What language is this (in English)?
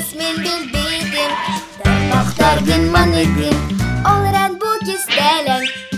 Yakut